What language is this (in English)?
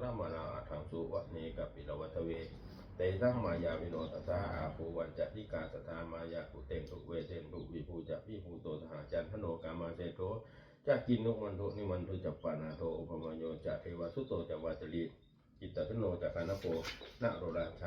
Pali